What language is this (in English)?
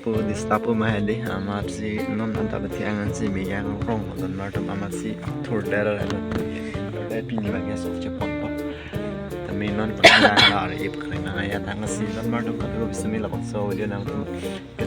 Karbi